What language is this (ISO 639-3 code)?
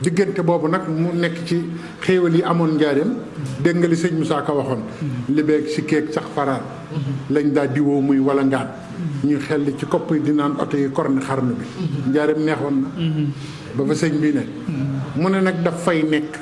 wol